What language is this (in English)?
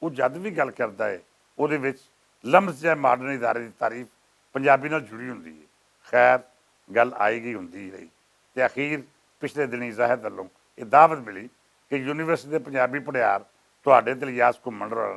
Western Panjabi